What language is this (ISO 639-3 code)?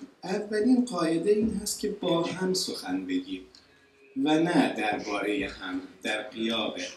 fas